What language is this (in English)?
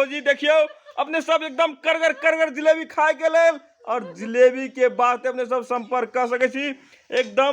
Magahi